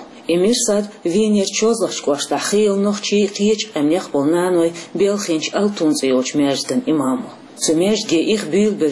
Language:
Chechen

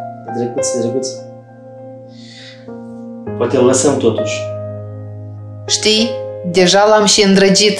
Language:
Romanian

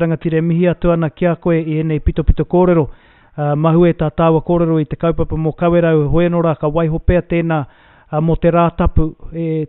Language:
Māori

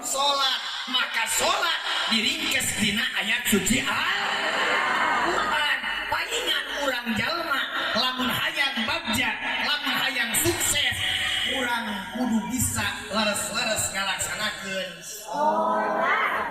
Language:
Sundanese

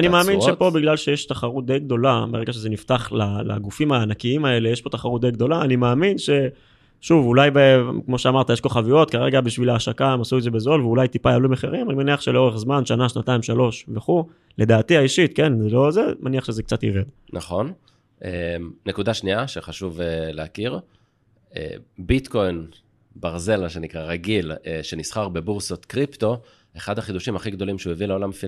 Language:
Hebrew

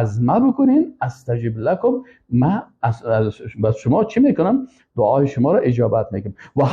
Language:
Persian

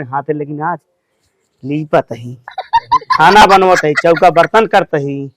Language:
Awadhi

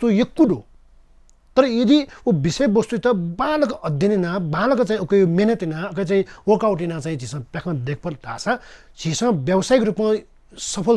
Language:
Newari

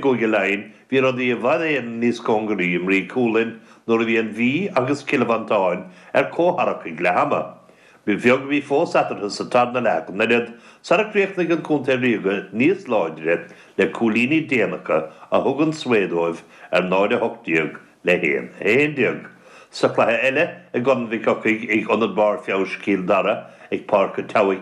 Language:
Irish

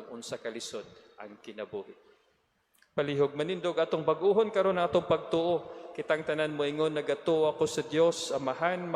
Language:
Cebuano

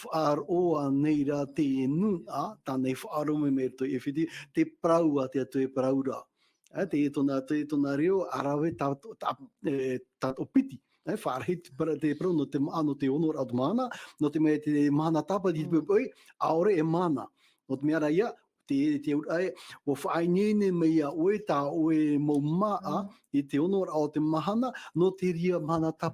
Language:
Tahitian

